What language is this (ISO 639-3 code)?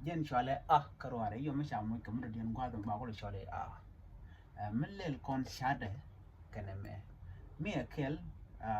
nus